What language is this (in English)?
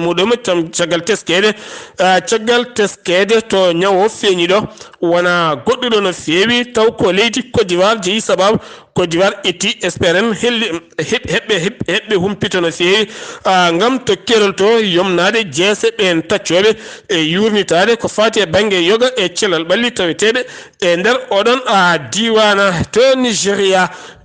Fula